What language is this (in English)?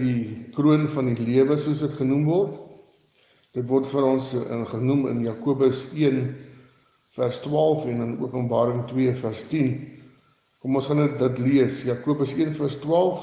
Afrikaans